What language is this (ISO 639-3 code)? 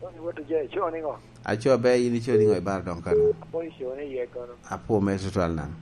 laj